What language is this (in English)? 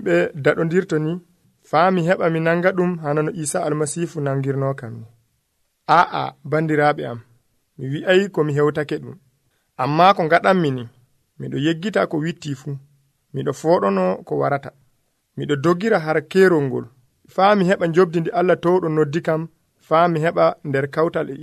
Nigerian Fulfulde